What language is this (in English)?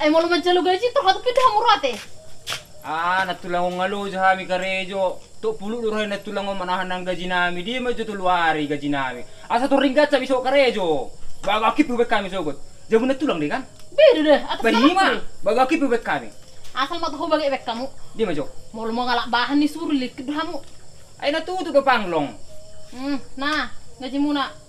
Batak Toba